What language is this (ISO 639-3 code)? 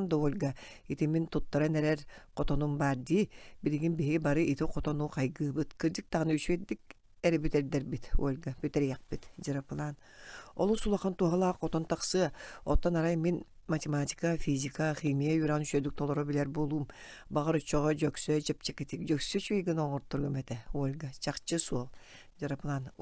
sah